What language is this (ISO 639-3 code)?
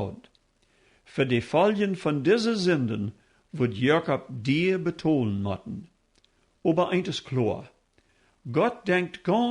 pdt